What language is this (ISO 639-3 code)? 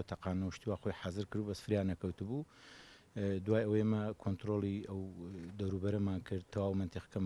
ckb